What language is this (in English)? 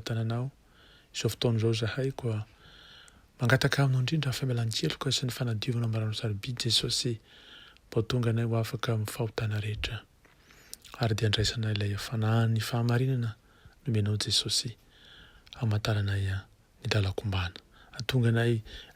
Malagasy